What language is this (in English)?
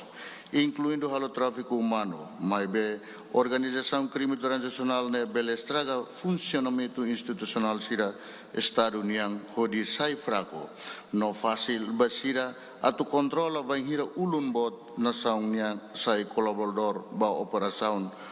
Tetum